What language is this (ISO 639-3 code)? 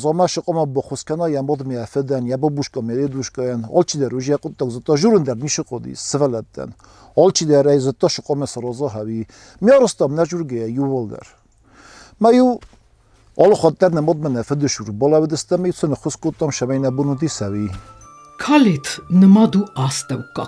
oss